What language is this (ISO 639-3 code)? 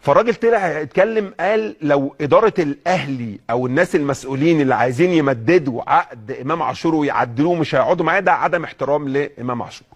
arz